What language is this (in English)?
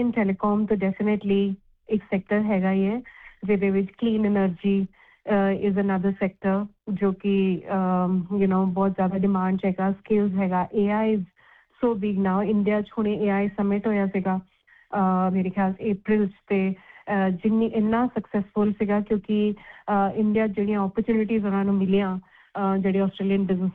Punjabi